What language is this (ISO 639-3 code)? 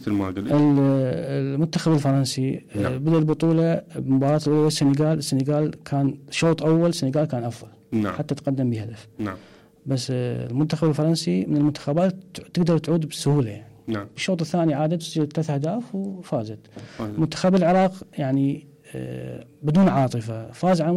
acm